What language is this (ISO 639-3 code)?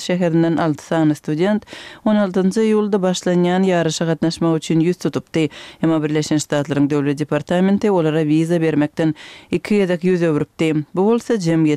tuk